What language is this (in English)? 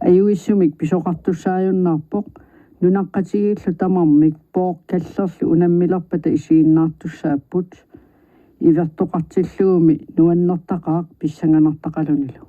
Kalaallisut